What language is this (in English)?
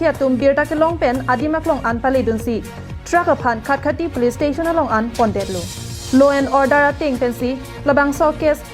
Karbi